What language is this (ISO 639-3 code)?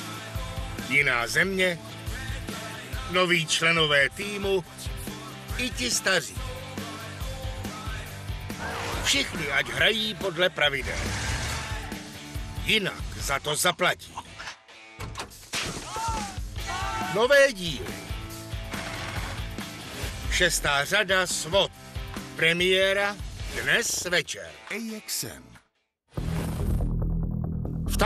ces